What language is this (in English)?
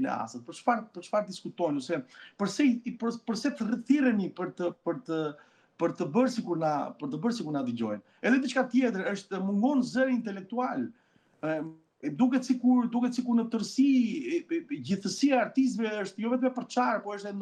Albanian